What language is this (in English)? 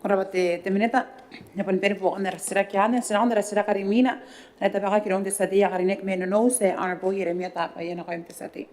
Gilbertese